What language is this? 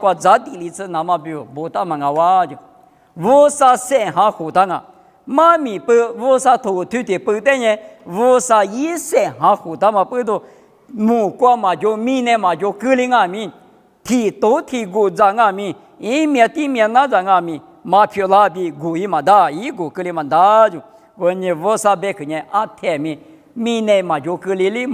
Lisu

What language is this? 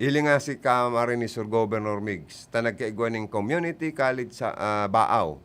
Bikol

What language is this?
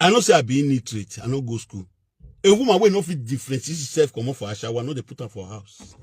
Nigerian Pidgin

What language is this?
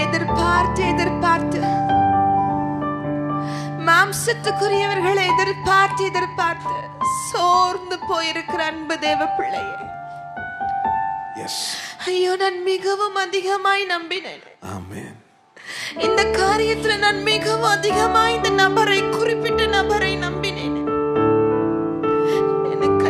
Tamil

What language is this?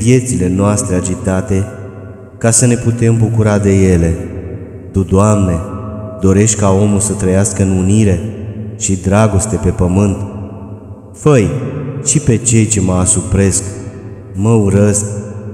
Romanian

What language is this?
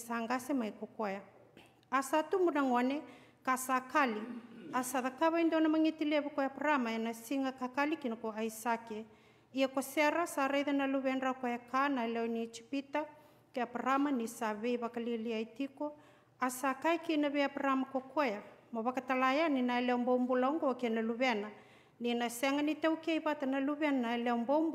Fijian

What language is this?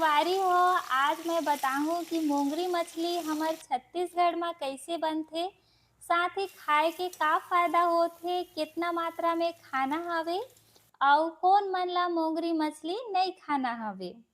Chhattisgarhi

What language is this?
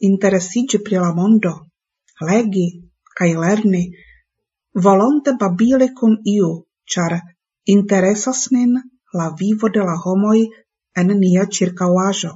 Esperanto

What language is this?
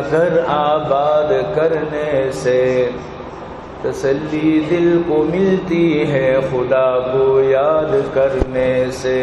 Baluchi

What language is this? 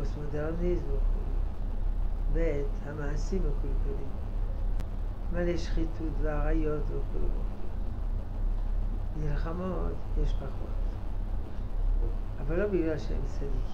Hebrew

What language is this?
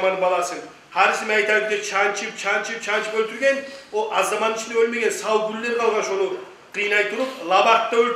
Kumyk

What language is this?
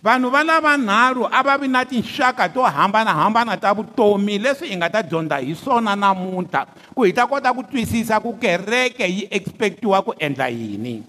Tsonga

